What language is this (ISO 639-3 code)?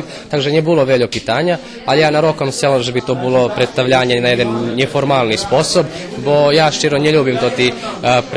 rue